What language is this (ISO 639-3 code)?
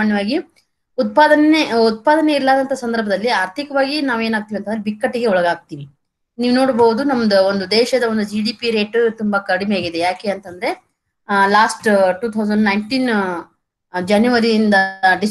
kan